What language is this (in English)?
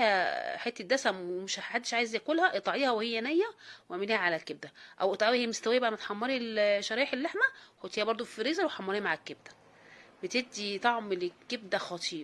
Egyptian Arabic